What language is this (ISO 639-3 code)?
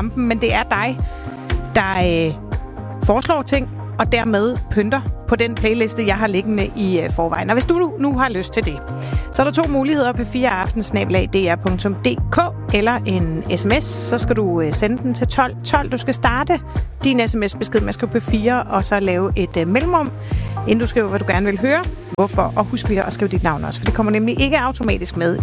dan